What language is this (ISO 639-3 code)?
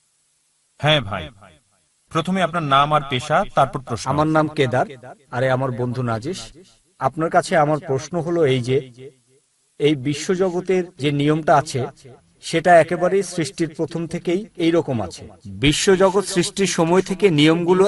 ben